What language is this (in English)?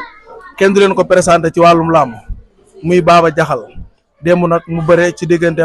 Wolof